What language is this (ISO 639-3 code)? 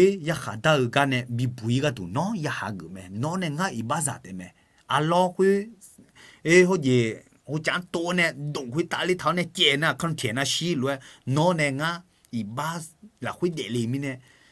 ahk